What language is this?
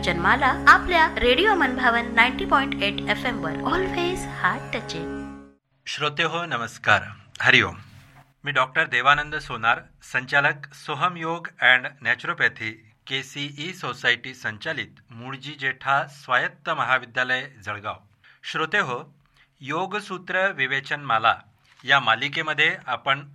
Marathi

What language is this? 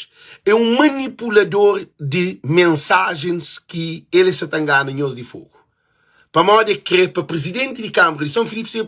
Kabuverdianu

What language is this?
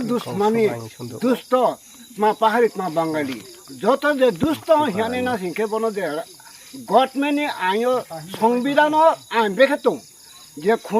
Riang (India)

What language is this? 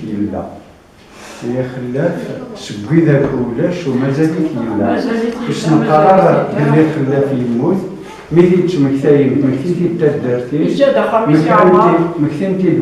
Kabyle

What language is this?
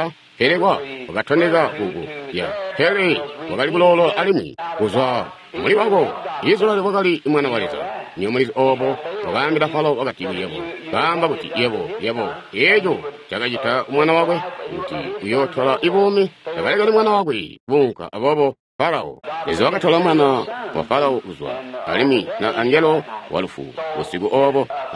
Tonga (Zambia)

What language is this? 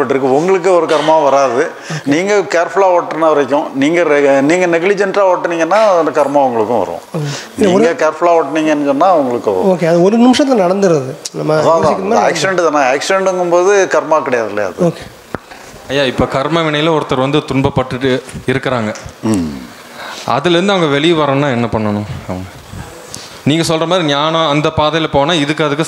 Tamil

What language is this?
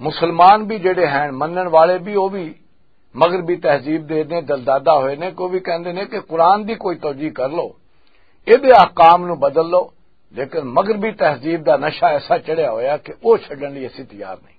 Western Panjabi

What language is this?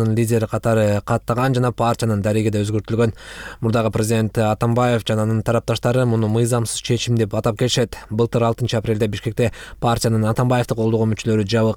Kyrgyz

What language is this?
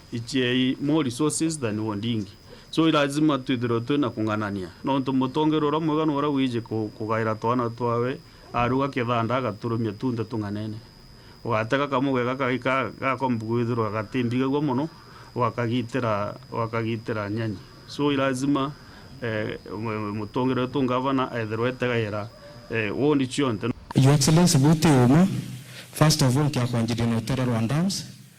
Meru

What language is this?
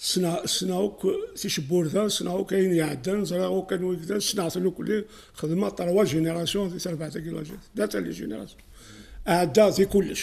Kabyle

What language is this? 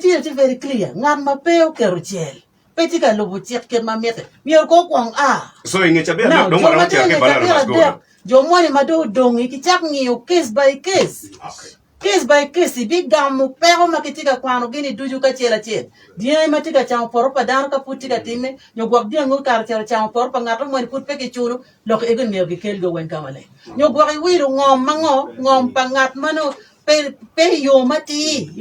Acoli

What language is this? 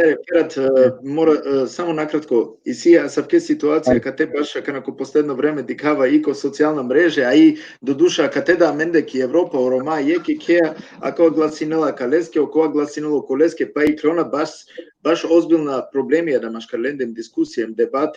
Balkan Romani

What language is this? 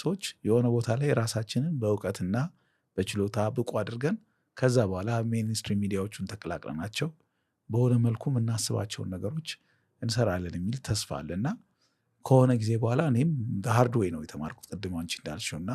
Amharic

